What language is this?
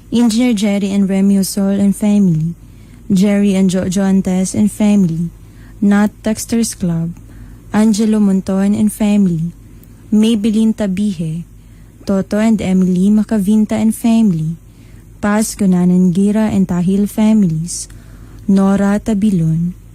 Cebuano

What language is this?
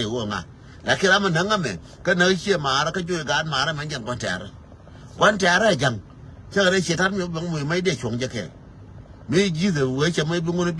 Nuer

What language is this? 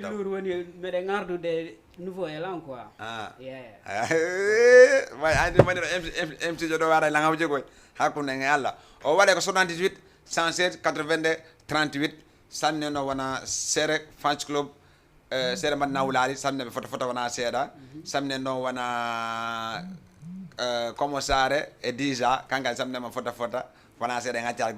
Fula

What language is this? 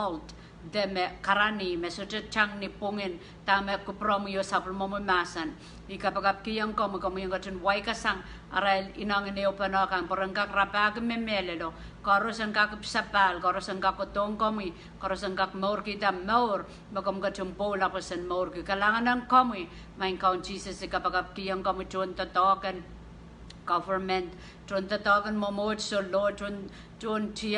Pohnpeian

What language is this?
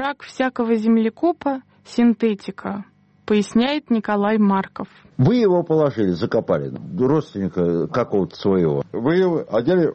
Russian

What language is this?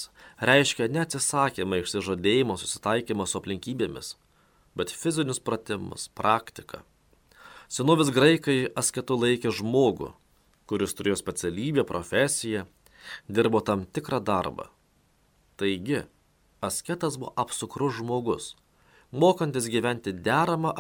Lithuanian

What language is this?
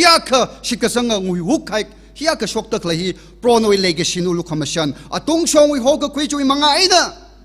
Tangkhul Naga (India)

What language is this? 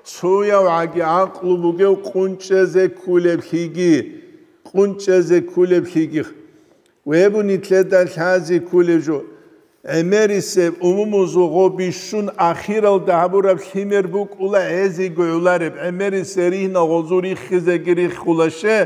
Avaric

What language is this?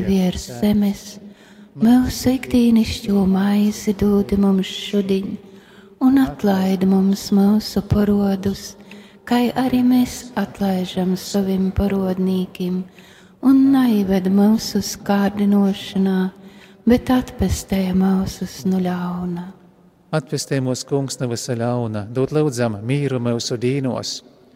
Latvian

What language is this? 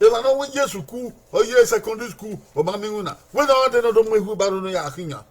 Bini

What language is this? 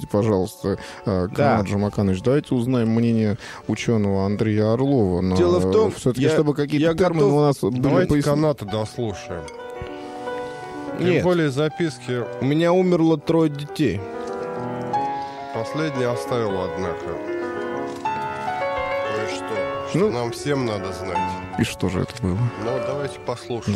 Russian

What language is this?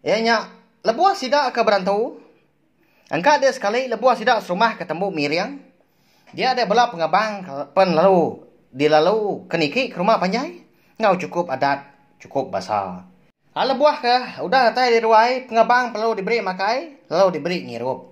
Iban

